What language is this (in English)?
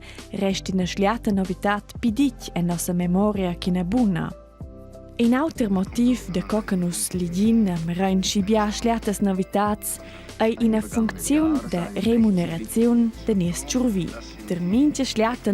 Romansh